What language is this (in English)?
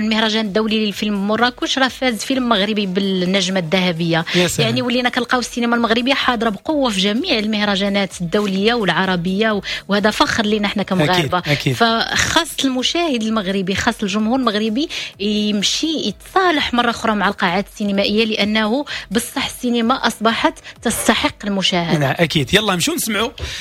Moroccan Arabic